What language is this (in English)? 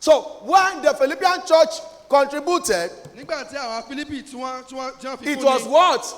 Yoruba